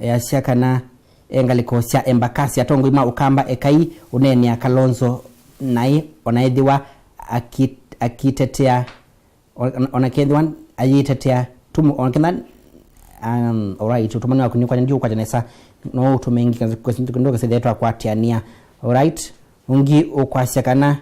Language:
Kamba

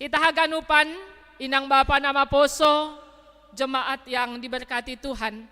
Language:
Batak Simalungun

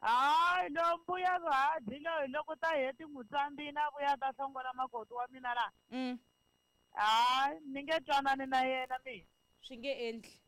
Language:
Tsonga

